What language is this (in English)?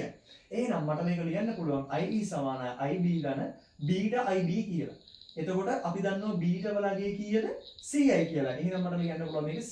Sinhala